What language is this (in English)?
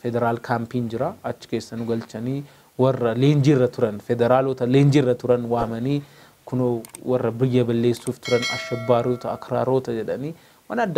Oromo